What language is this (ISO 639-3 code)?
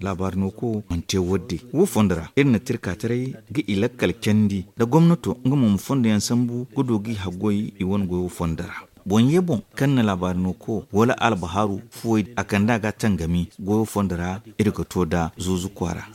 dje